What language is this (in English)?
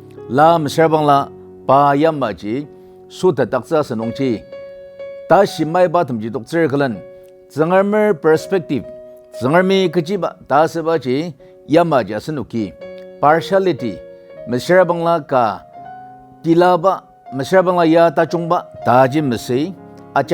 Ao Naga